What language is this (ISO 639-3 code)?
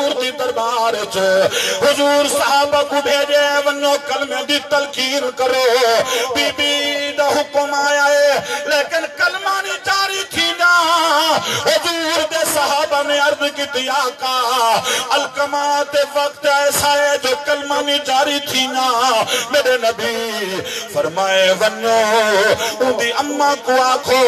skr